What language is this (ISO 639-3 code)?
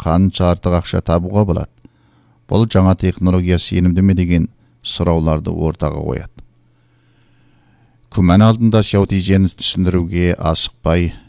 kaz